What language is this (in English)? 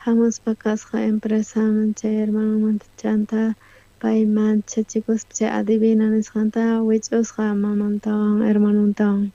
South Bolivian Quechua